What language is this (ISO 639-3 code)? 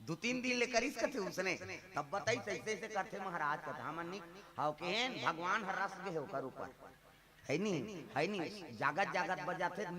hne